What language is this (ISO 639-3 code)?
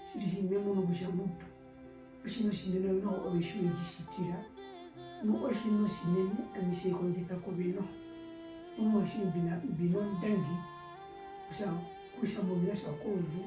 her